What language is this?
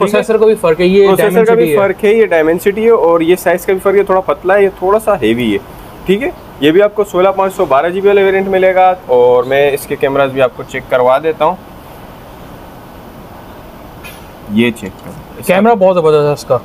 Hindi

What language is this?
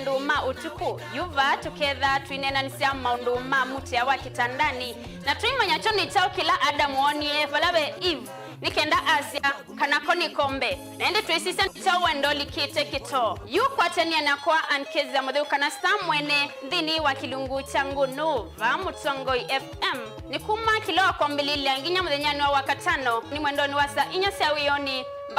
Kamba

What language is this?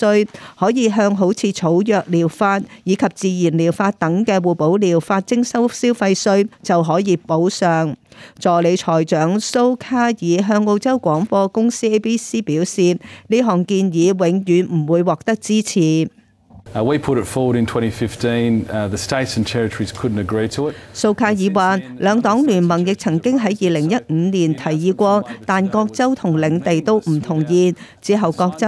Cantonese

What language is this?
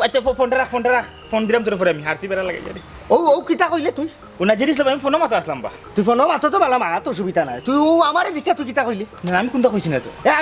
Sylheti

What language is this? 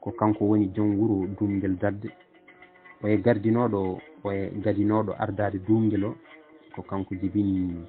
Fula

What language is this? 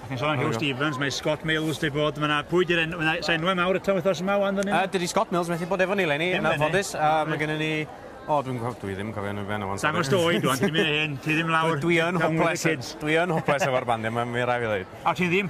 Welsh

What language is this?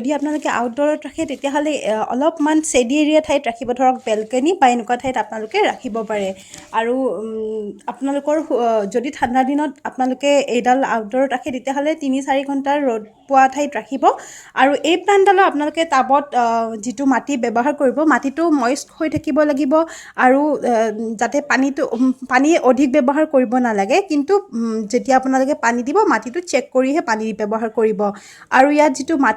Assamese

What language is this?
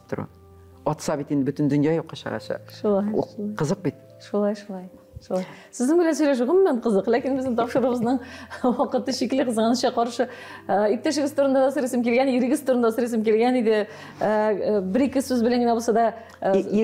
Tatar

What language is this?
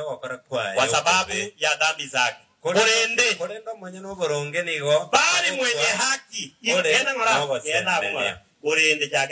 Gusii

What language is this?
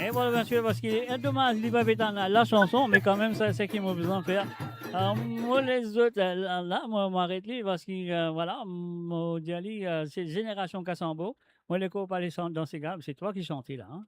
Morisyen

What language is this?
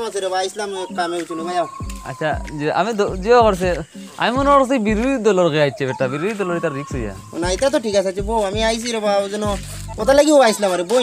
Sylheti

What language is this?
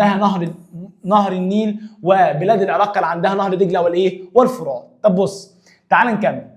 Egyptian Arabic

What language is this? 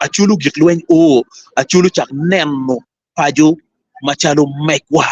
Acoli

